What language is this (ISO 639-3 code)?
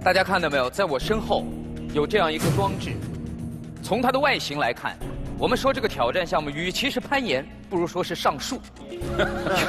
zho